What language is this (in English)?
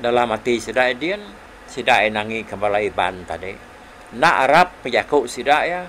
Iban